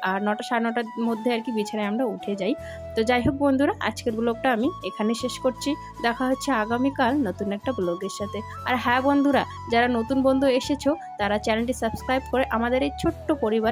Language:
Bangla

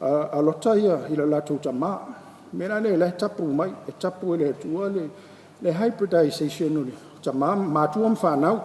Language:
Samoan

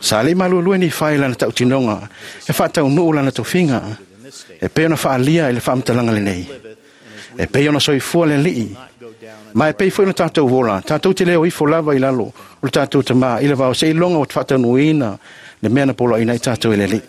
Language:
Samoan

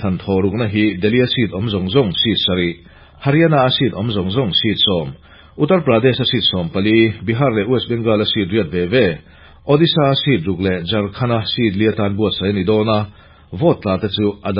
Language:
Mizo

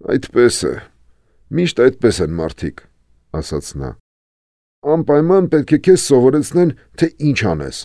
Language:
Armenian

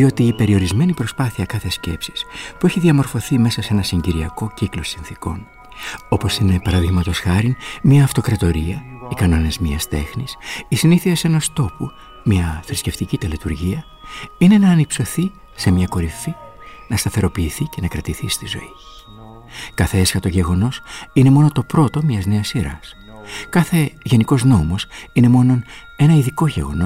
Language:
Greek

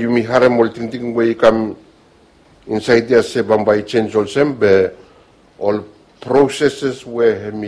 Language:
Bislama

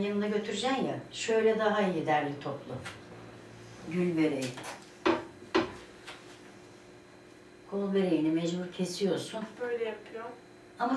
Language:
Turkish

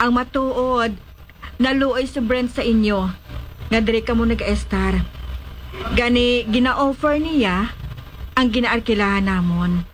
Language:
Hiligaynon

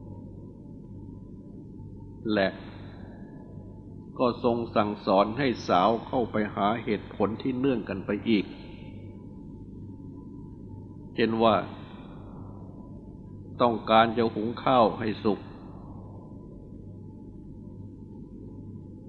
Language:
Thai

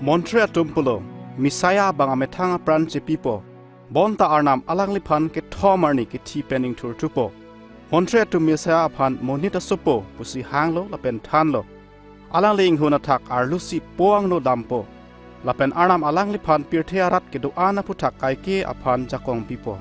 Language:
Karbi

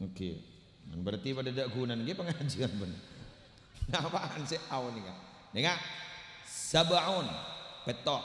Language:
Madurese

